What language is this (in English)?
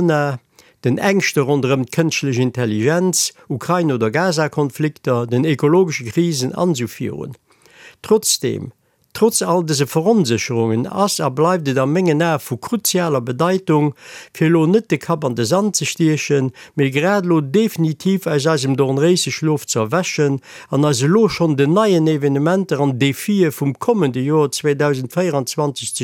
Luxembourgish